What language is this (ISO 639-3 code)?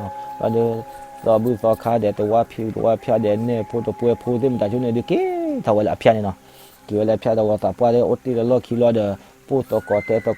ksw